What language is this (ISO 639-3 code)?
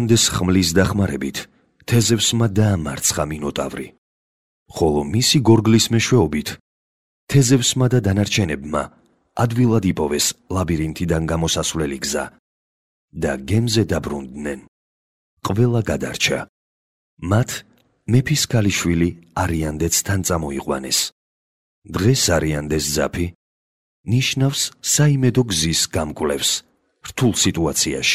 kat